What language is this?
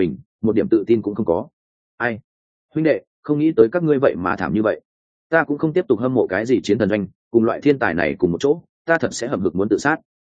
Vietnamese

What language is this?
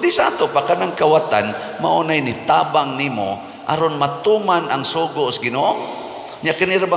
Cebuano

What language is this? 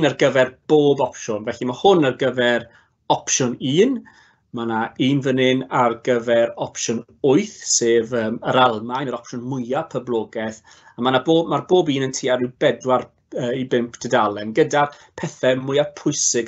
Welsh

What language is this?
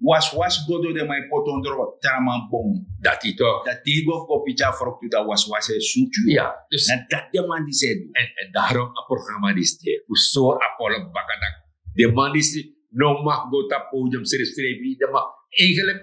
Sranan Tongo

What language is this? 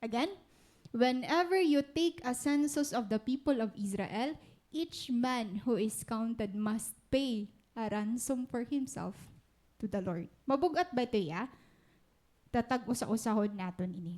Waray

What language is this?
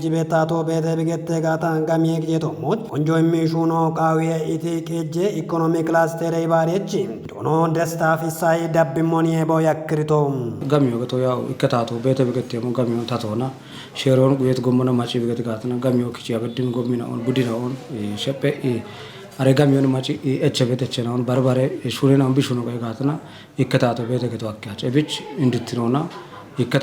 Kafa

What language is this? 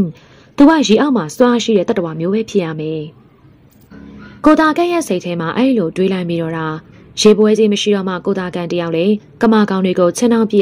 Burmese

